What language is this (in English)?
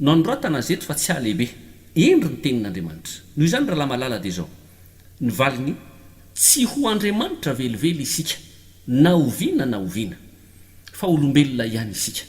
Malagasy